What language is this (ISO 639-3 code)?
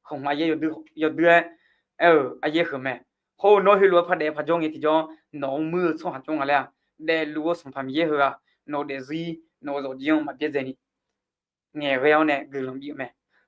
ahk